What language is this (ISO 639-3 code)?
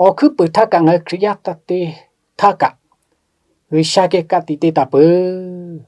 lhu